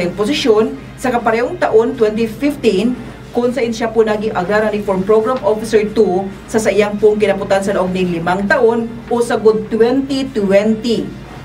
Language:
Bikol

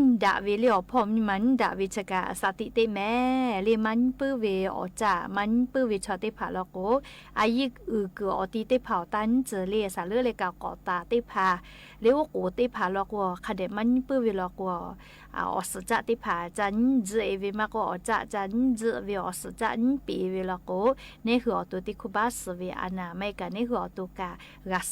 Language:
Lahu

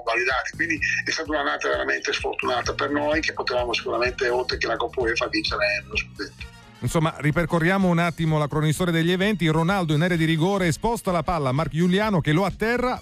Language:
Italian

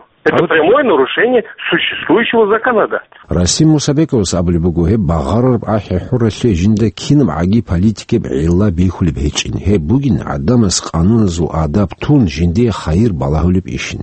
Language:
Avaric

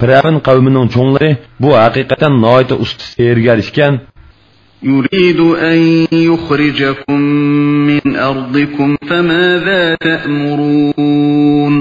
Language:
Uyghur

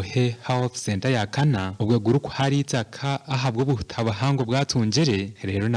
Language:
Nyankole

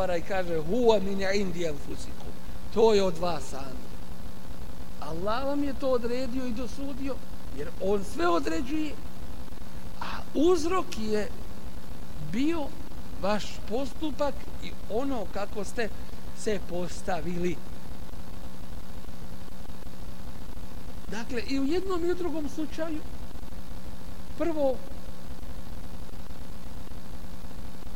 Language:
Bosnian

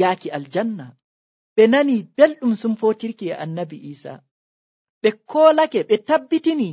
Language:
Nigerian Fulfulde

